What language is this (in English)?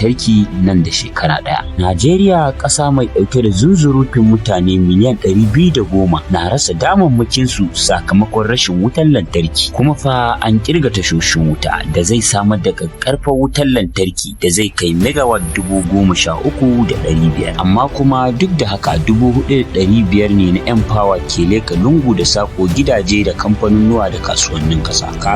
Hausa